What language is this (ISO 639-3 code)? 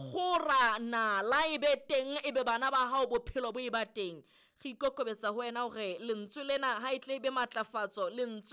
sot